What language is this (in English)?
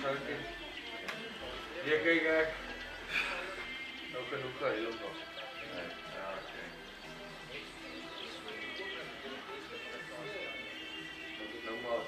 Afrikaans